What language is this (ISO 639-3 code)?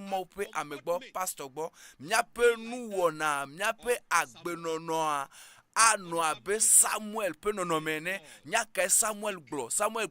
ewe